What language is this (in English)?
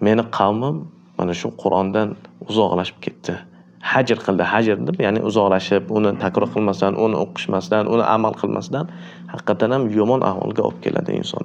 Uzbek